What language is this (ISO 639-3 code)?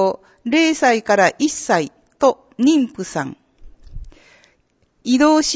jpn